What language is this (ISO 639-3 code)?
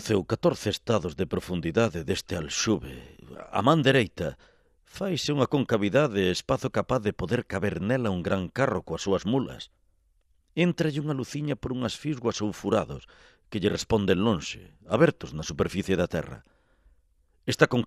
glg